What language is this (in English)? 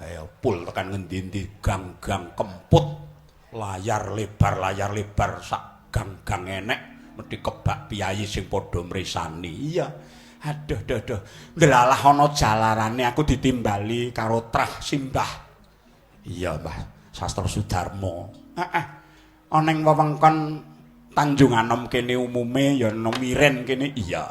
Javanese